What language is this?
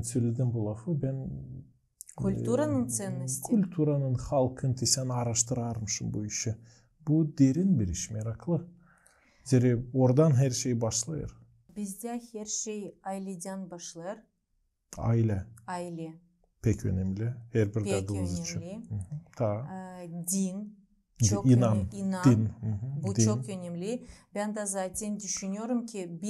Gagauz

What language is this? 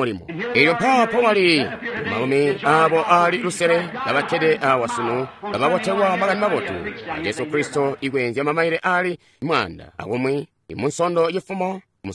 Tonga (Zambia)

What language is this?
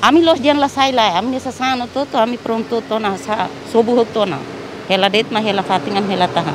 Tetum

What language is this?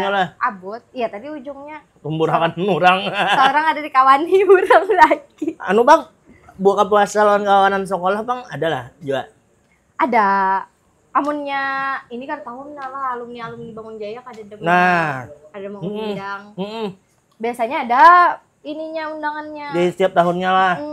Banjar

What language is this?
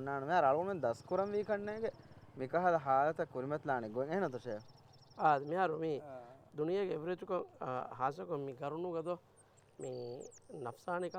Divehi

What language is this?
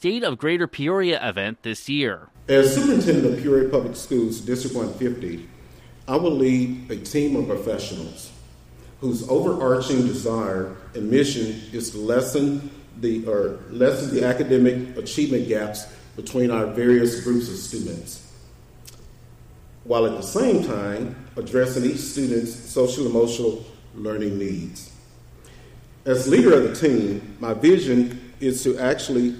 English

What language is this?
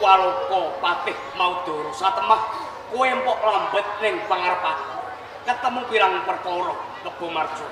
Javanese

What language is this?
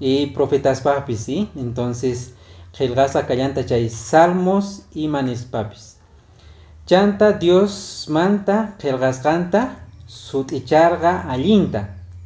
Quechua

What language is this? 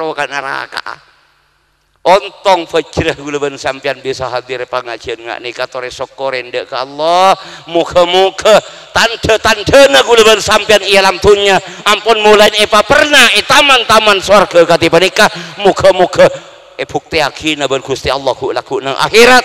Madurese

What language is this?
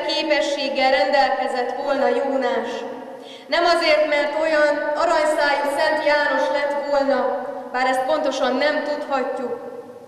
Hungarian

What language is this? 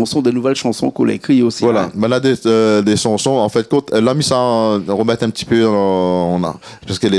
Réunion Creole French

